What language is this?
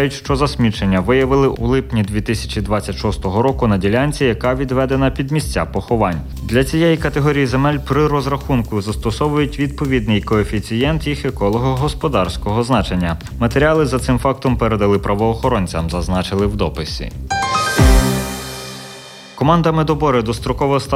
Ukrainian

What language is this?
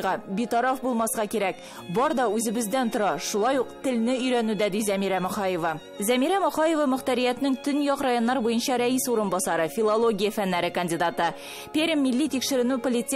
Tatar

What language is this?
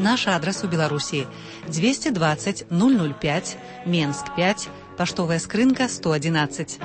Belarusian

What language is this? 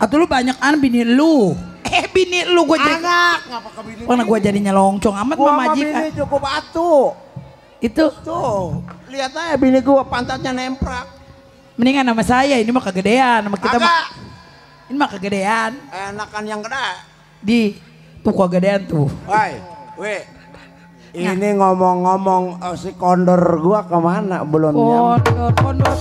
Betawi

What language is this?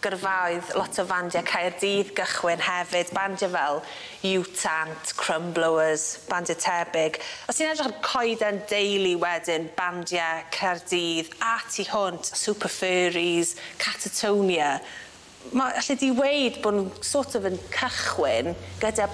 Welsh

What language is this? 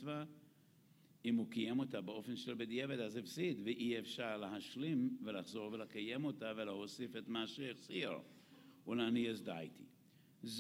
Hebrew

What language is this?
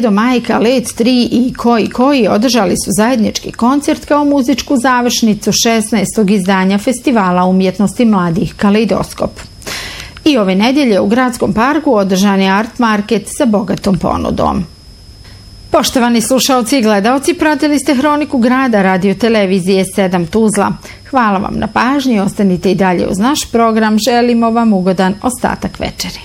Bosnian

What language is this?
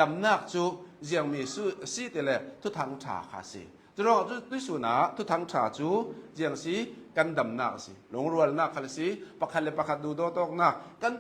Hakha Chin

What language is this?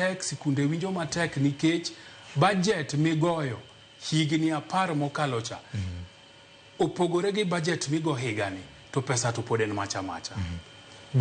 Luo (Kenya and Tanzania)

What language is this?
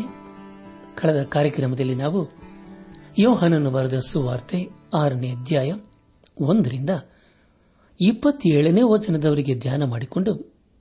Kannada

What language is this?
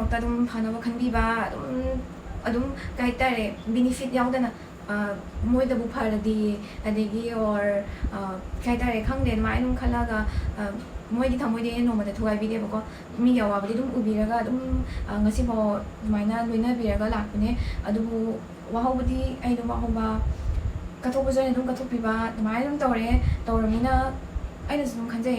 Manipuri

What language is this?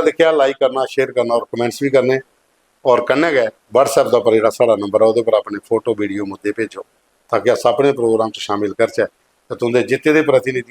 Dogri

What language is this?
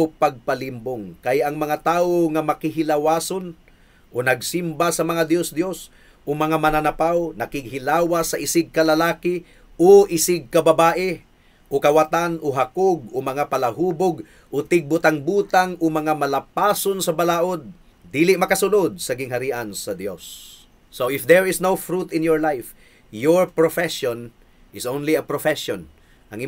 Cebuano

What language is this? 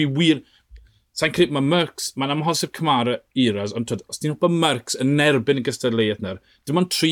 Welsh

